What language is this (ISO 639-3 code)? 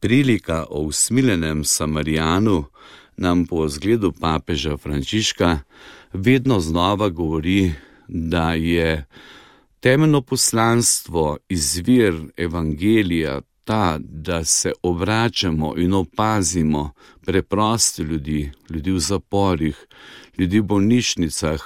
slv